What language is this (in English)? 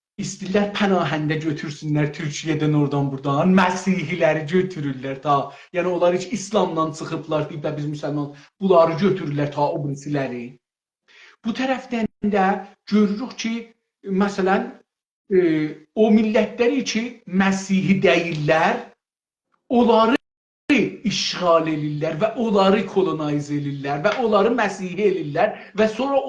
South Azerbaijani